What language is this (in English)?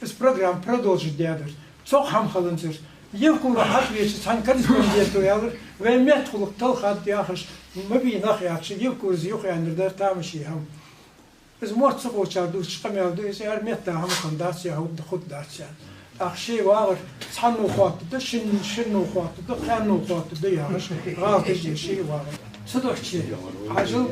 Ingush